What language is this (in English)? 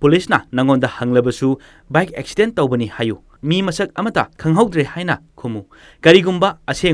Manipuri